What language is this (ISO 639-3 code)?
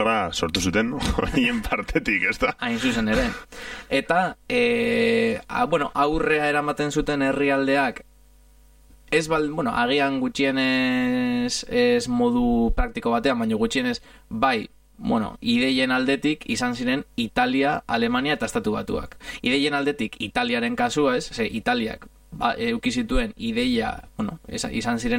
eus